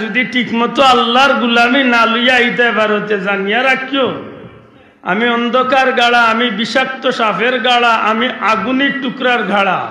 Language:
Sylheti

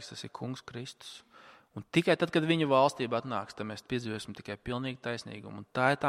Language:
Latvian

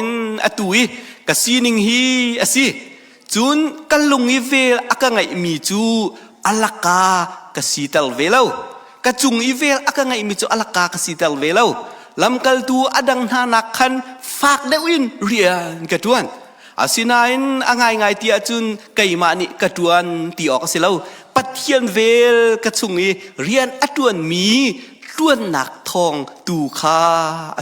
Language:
Hakha Chin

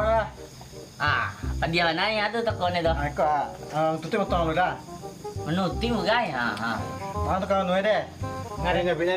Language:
Minangkabau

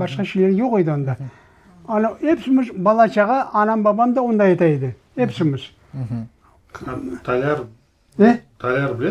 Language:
Crimean Tatar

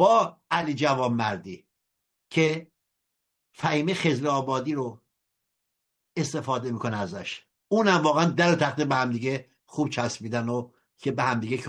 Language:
Persian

